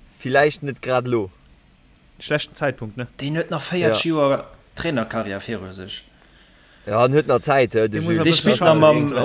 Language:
Luxembourgish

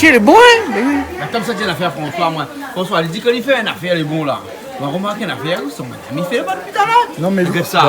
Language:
Réunion Creole French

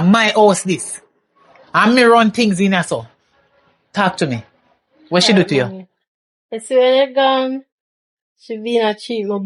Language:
Jamaican Creole English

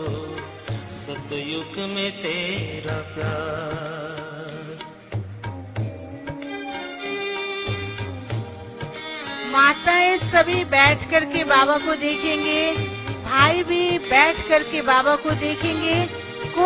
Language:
Hindi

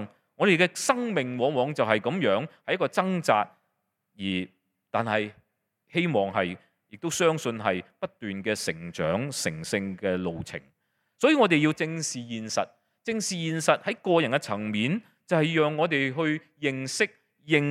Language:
Cantonese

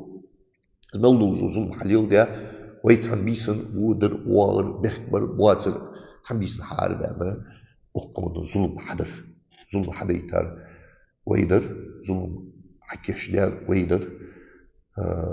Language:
Ingush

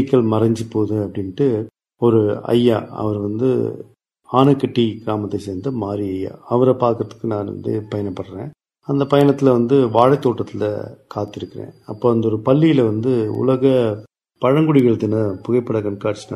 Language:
Tamil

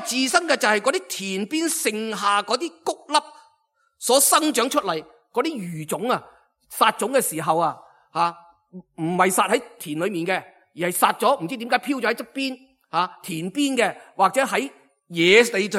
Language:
Cantonese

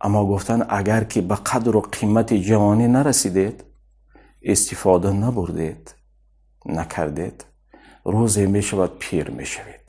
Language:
Tajik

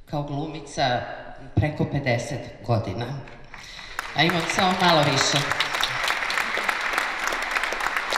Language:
Serbian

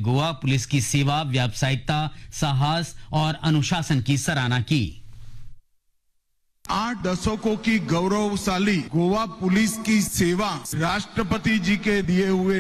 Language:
Hindi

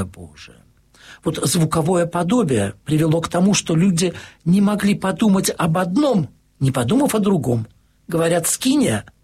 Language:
Russian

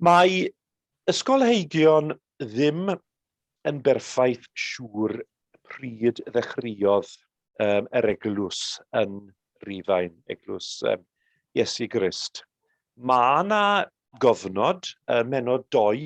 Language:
Welsh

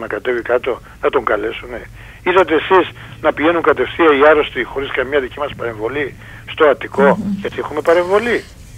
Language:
Greek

